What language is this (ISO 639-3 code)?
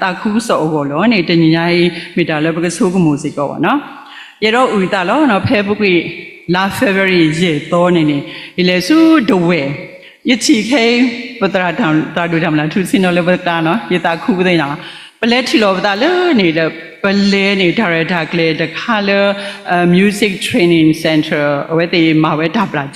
ksw